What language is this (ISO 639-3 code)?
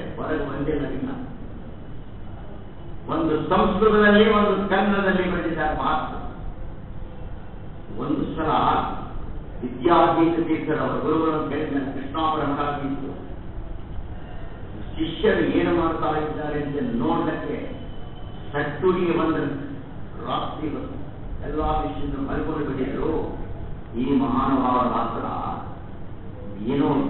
kan